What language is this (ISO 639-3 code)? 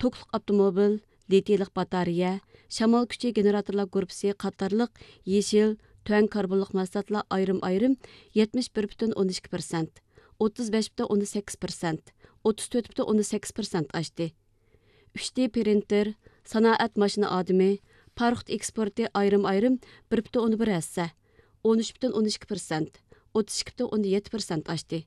uig